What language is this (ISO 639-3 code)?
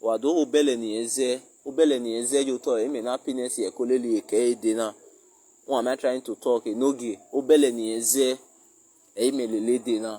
pcm